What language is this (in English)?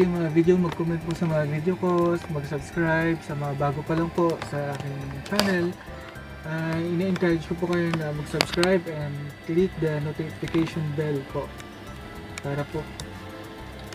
Filipino